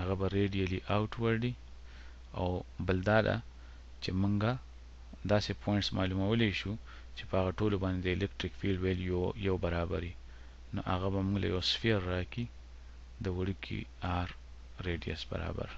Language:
Pashto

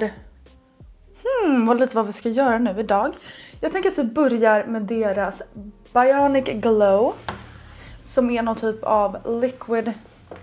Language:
Swedish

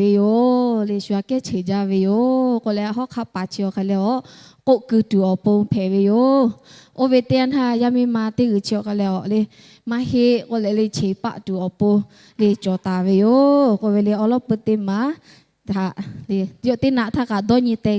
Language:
Lahu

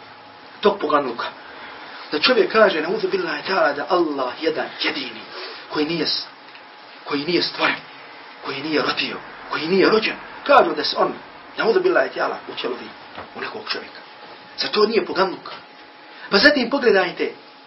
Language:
Bosnian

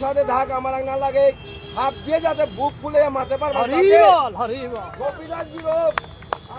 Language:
Bishnupriya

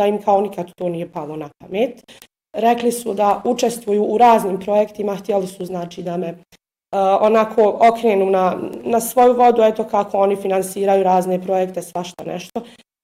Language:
Bosnian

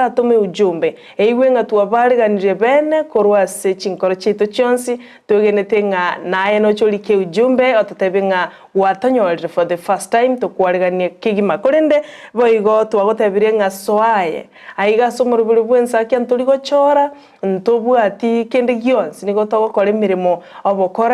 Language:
Gusii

